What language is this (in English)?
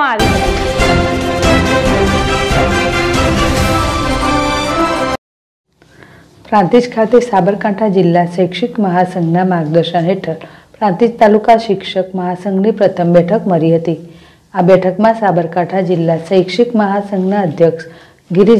Gujarati